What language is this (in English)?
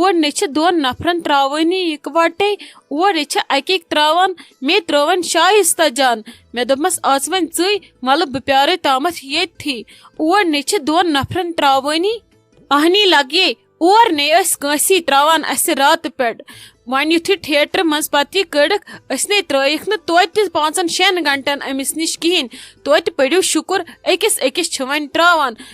Kashmiri